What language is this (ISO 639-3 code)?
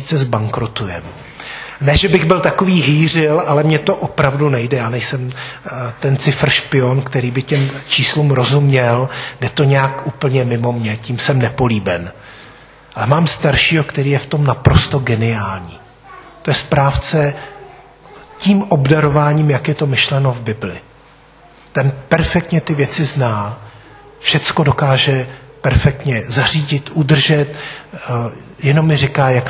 ces